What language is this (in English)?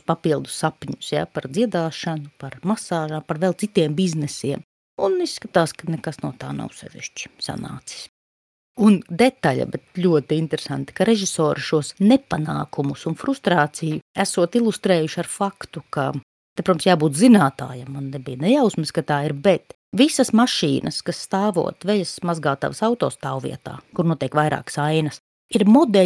Latvian